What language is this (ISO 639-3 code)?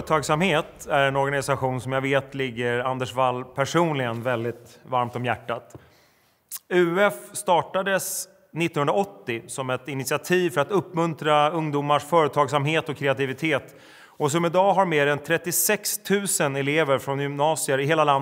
swe